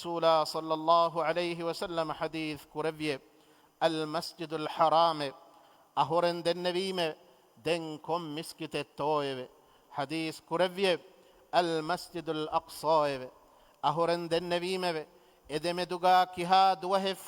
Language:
Divehi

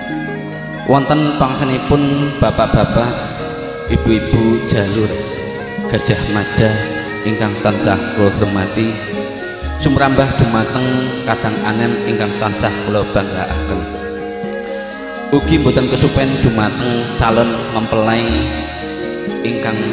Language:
Javanese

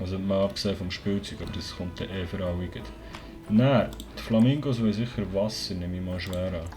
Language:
Swiss German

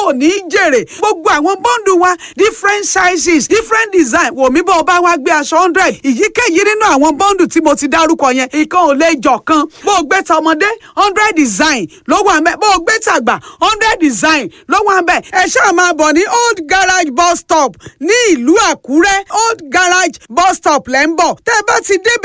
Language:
Yoruba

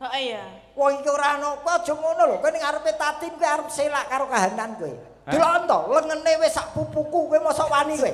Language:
Javanese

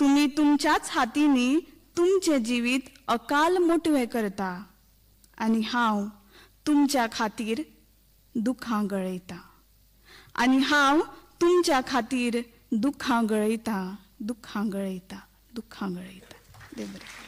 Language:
Konkani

